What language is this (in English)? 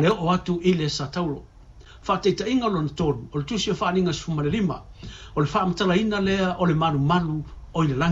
Samoan